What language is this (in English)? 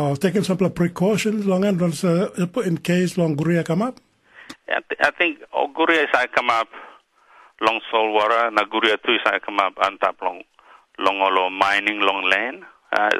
Tok Pisin